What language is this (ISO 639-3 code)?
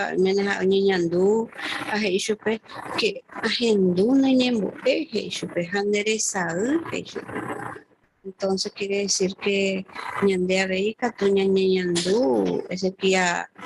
grn